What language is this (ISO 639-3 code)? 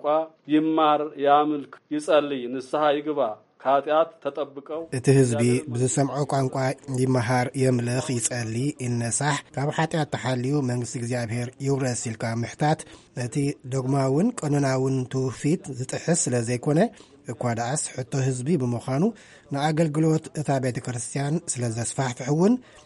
tir